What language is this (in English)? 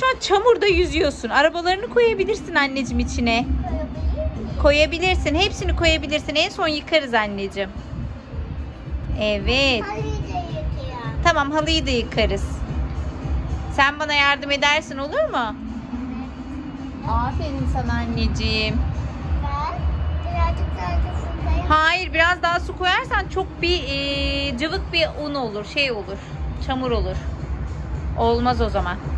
Turkish